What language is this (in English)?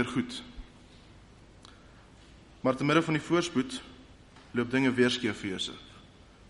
Afrikaans